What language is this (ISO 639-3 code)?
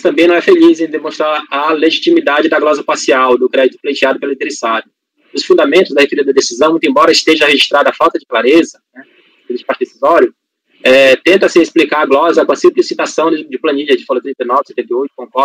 por